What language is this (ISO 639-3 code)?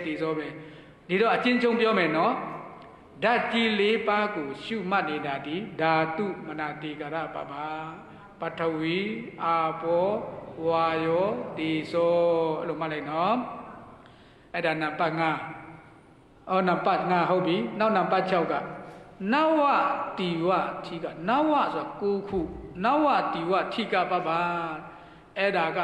mya